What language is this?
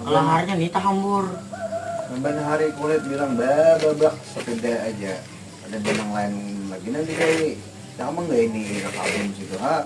Banjar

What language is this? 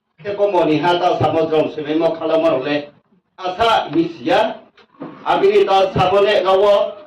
Riang (India)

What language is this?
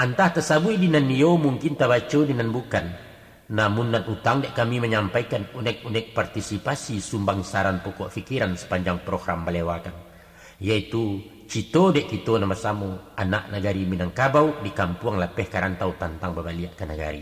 Minangkabau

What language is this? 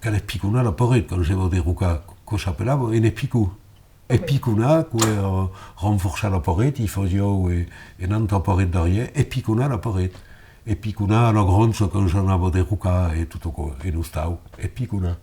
Occitan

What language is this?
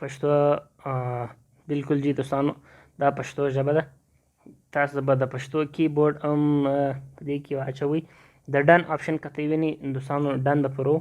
Pashto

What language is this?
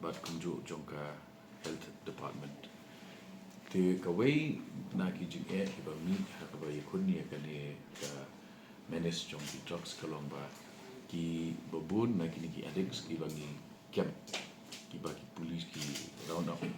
Khasi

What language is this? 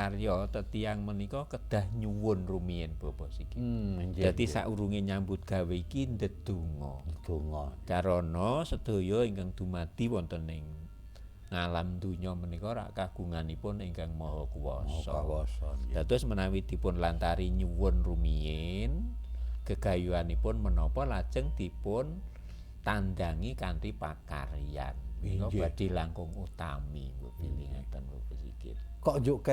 Javanese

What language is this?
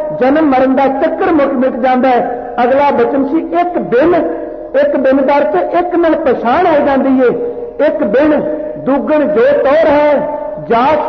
Punjabi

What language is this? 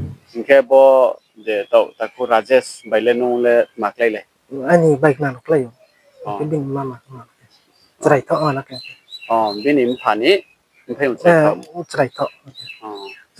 Riang (India)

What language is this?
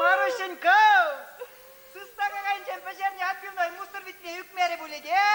Chuvash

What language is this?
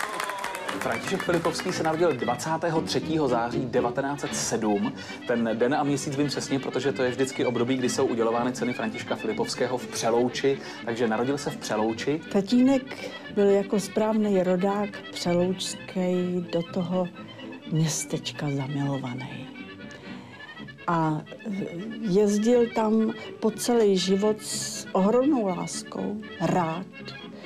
Czech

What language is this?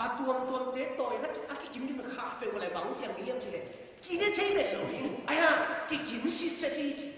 Tedim Chin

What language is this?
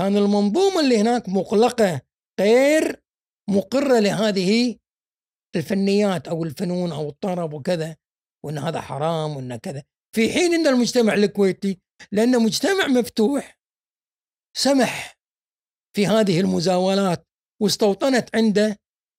Gulf Arabic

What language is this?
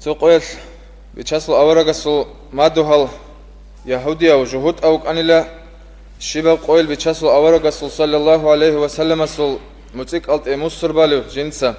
Avaric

